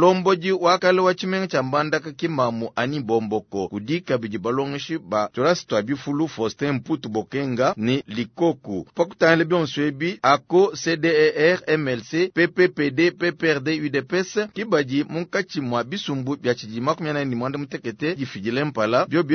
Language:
Luba-Lulua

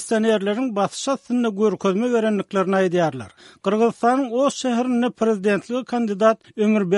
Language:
Turkmen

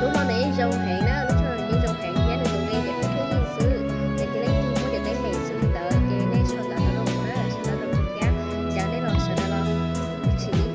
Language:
Hmong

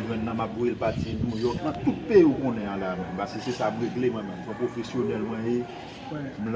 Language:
Haitian Creole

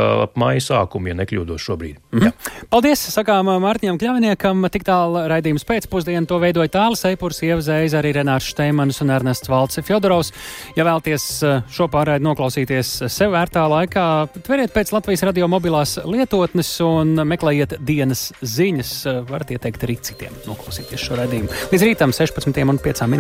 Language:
Latvian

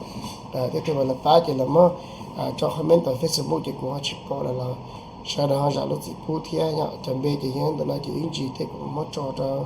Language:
Hmong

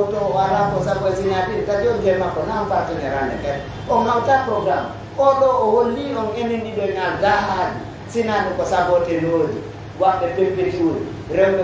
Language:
Pular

